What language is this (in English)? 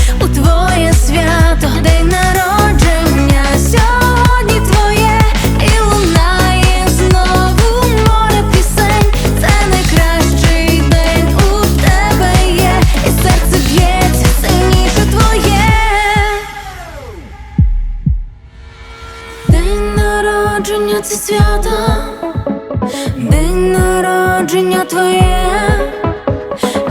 Ukrainian